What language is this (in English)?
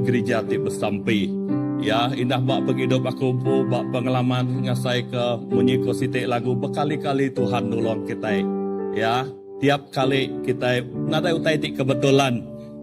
Iban